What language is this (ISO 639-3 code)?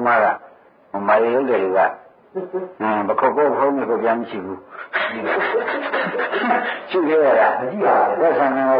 mya